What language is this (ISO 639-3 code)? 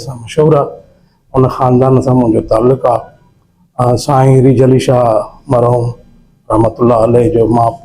snd